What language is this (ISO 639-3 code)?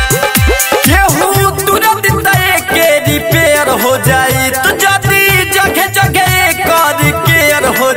bho